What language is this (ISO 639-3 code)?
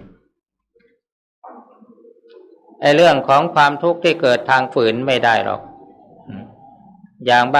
tha